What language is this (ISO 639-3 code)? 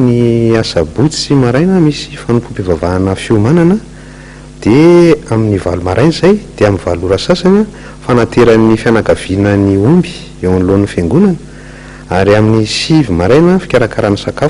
mlg